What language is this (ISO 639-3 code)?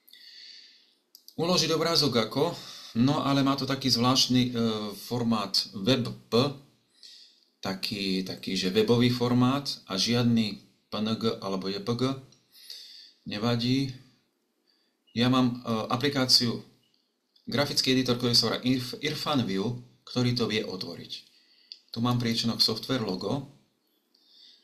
slk